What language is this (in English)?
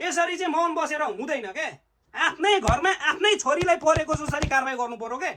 Nepali